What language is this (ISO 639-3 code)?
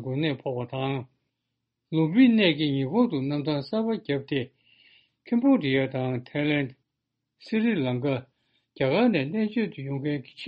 bod